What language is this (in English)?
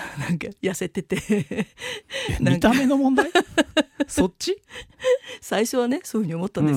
Japanese